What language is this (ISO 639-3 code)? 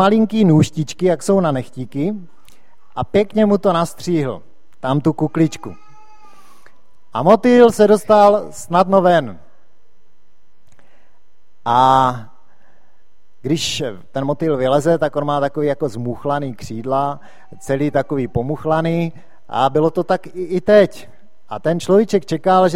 ces